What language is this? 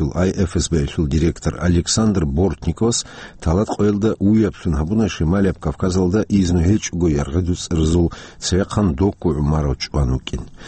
Avaric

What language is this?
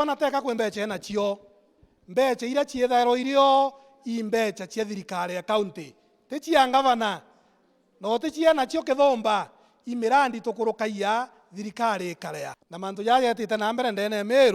Meru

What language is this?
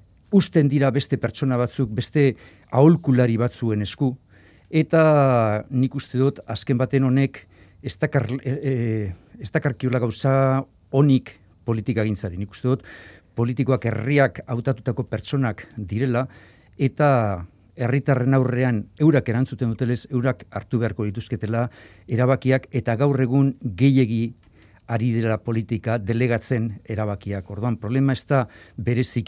Basque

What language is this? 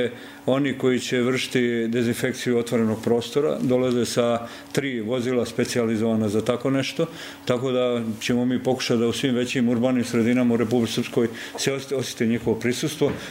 Croatian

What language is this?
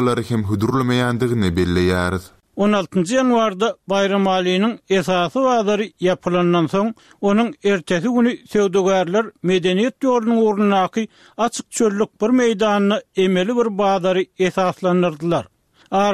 Turkmen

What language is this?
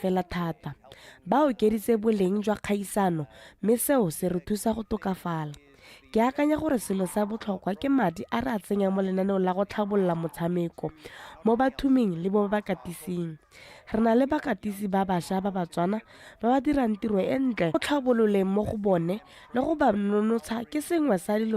Tswana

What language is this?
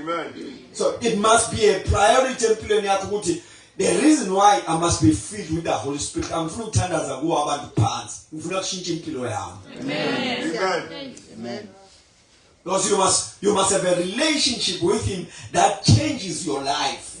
Zulu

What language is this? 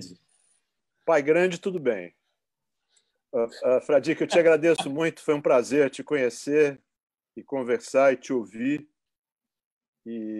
Portuguese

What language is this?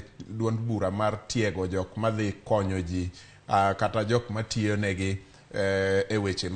Luo (Kenya and Tanzania)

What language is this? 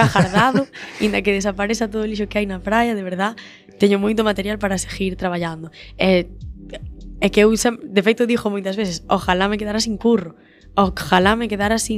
Galician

